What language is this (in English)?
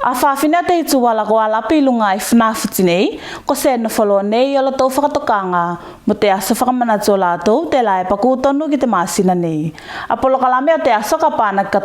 Tuvalu